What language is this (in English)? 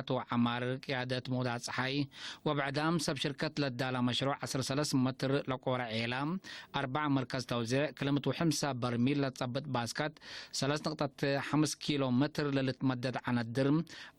Tigre